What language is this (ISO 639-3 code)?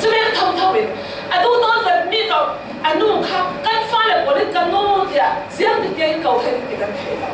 cfm